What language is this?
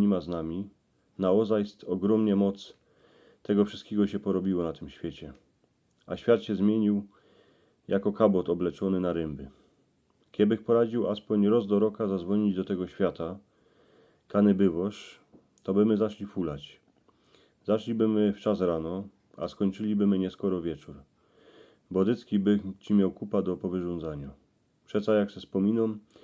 Silesian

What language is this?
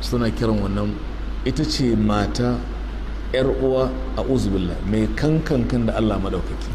Hausa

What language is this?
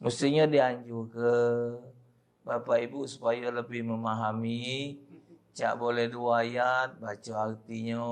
Musi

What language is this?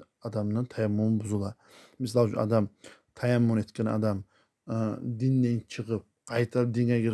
Kumyk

